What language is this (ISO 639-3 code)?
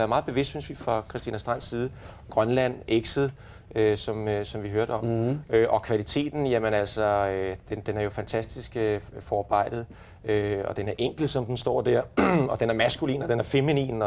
dan